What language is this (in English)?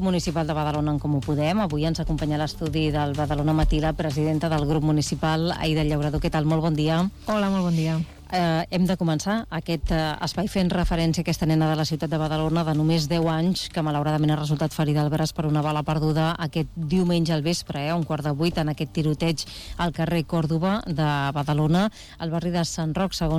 Catalan